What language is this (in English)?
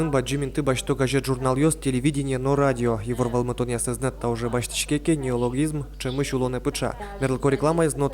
Udmurt